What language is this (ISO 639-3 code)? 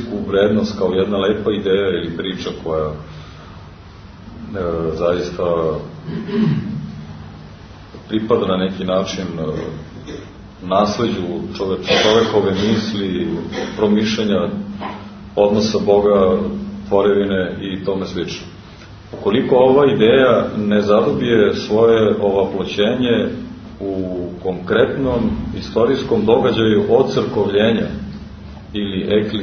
srp